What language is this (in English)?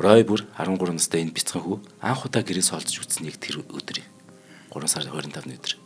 Mongolian